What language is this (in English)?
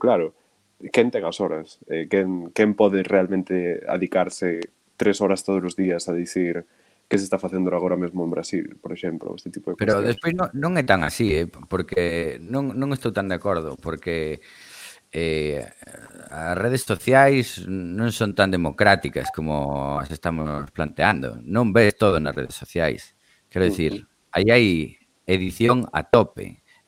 Galician